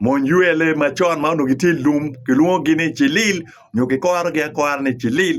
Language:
Acoli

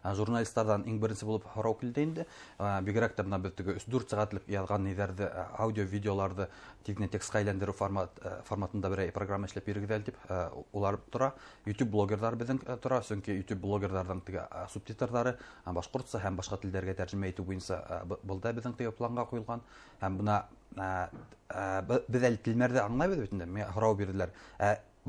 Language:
Bashkir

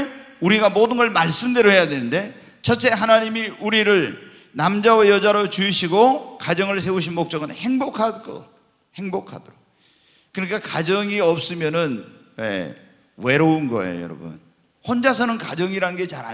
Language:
Korean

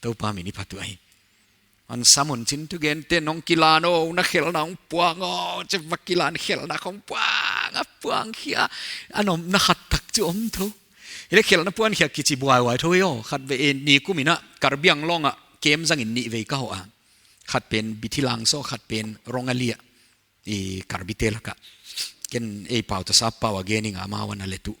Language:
Paite Chin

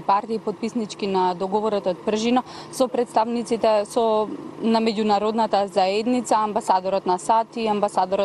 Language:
Macedonian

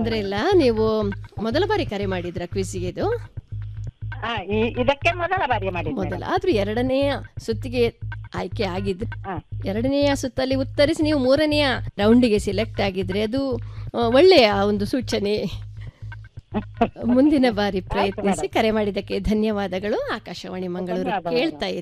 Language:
Kannada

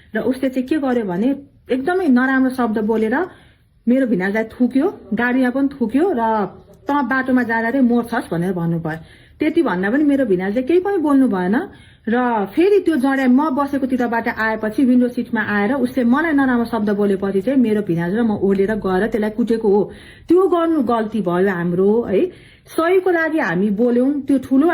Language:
Nepali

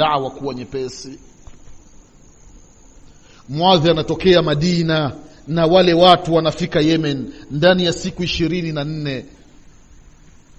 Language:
Swahili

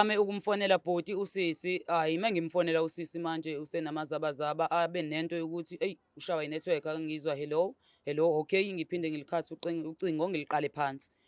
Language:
Zulu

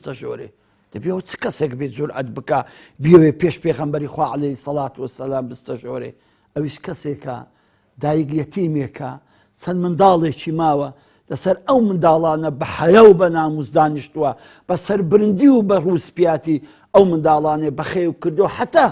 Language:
Central Kurdish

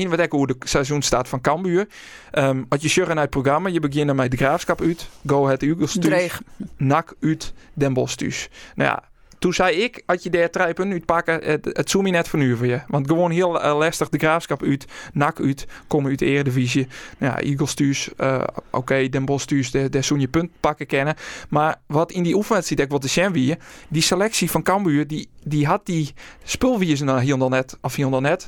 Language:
Western Frisian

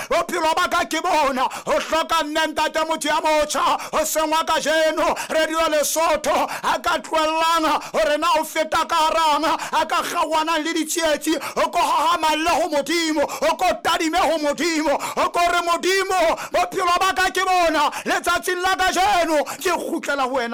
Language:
Southern Sotho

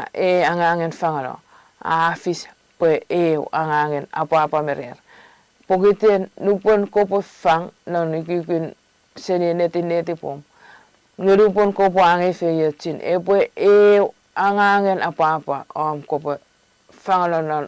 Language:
Chuukese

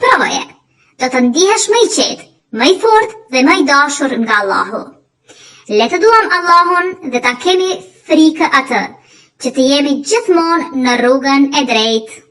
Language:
Albanian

